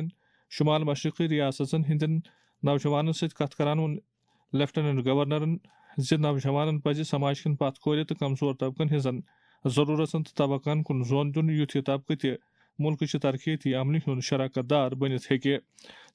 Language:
Kashmiri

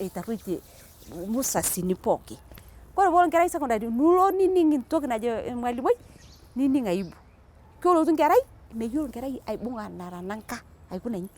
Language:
Masai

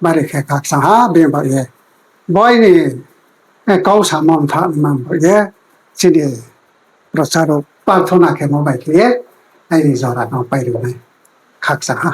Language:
Riang (India)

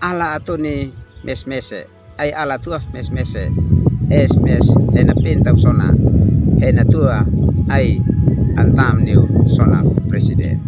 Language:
Uab Meto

